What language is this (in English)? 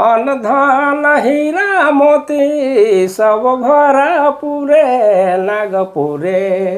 Sadri